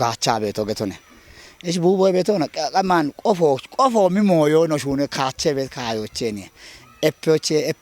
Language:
Kafa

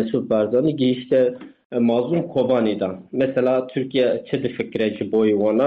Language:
Kurdish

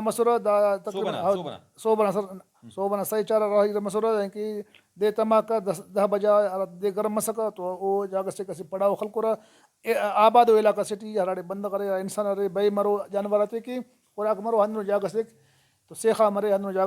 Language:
Brahui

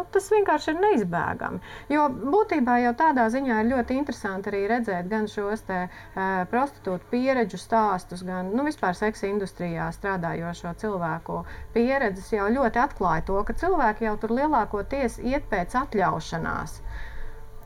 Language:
Latvian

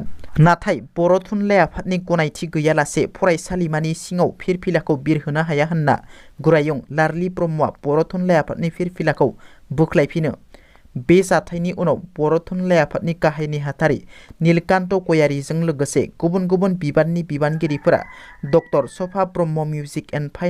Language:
Bodo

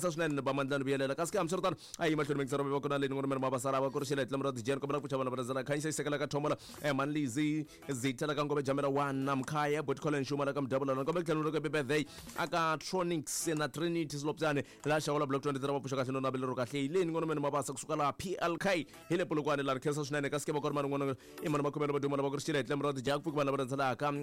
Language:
Tsonga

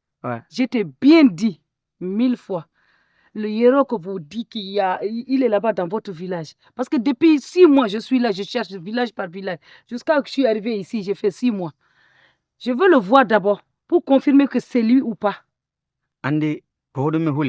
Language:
Fula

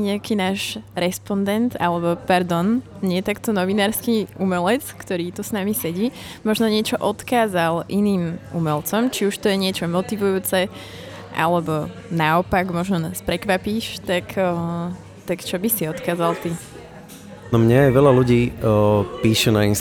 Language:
Slovak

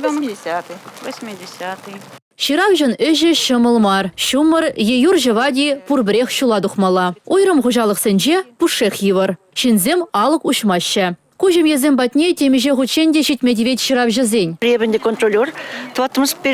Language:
Chuvash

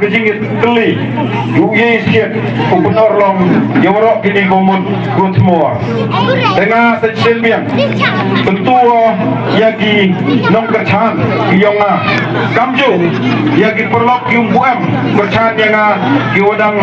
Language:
Khasi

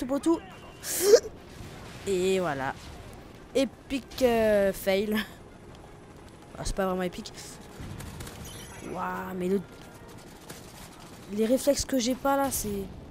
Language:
French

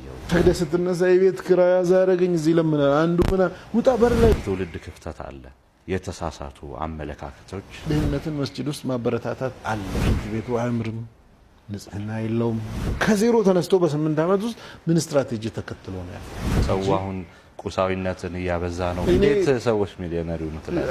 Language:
Amharic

